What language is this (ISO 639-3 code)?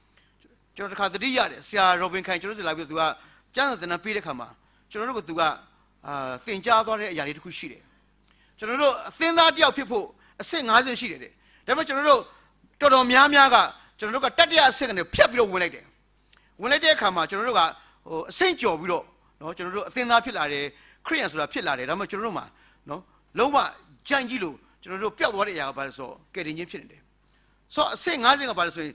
mya